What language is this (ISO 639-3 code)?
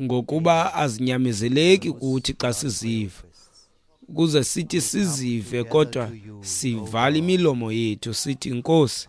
xho